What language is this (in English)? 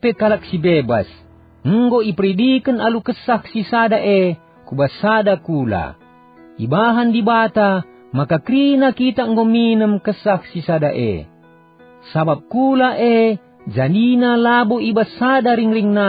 Batak Karo